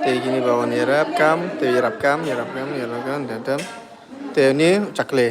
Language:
Khasi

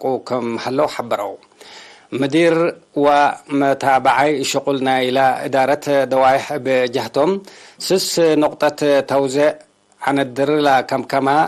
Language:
Tigre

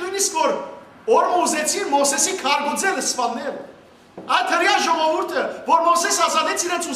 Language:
Western Armenian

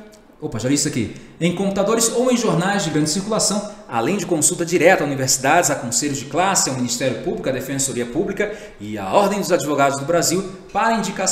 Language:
Portuguese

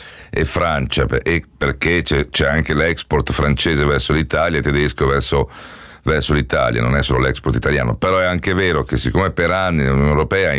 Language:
Italian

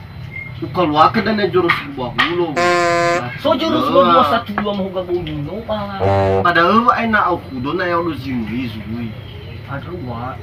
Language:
Nias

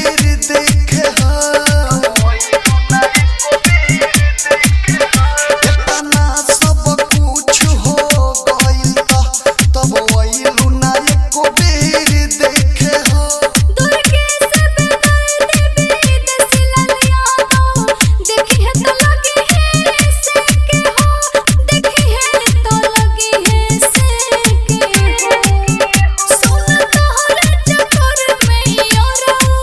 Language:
Bhojpuri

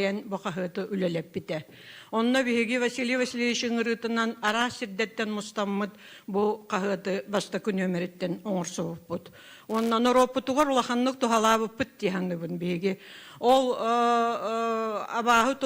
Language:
Yakut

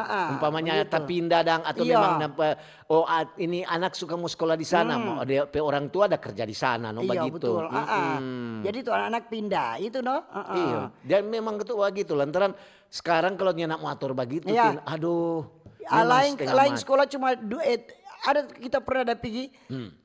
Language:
Manado Malay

